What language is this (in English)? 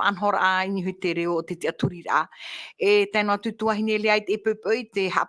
Tahitian